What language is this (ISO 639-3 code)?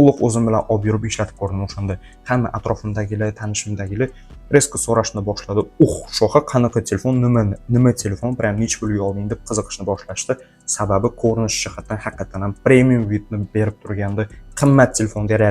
uzb